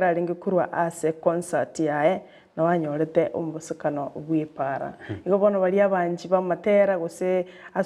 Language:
Gusii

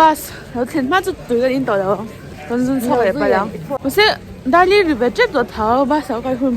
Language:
Mizo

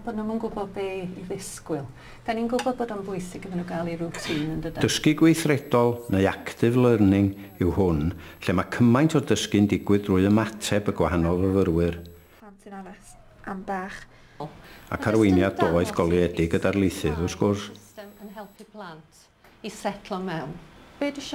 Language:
Welsh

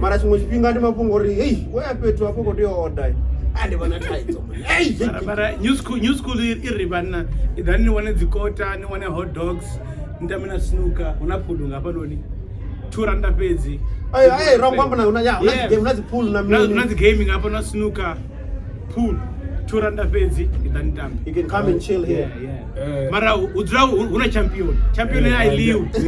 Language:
Venda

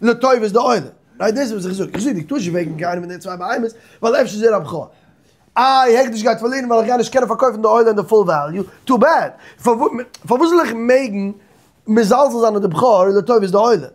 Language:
Yiddish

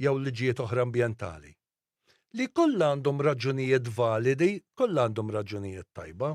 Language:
Maltese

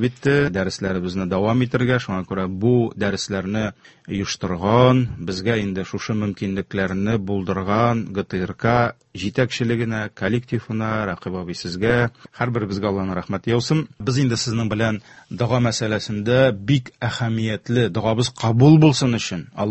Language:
Tatar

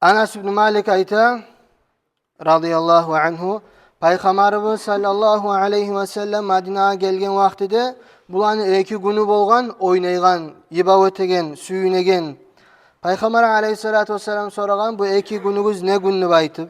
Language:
Kumyk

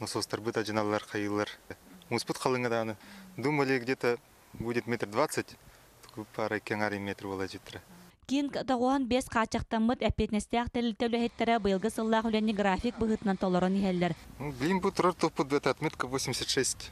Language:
Yakut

